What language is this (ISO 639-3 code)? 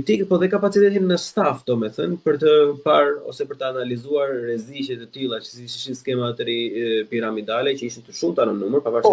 sqi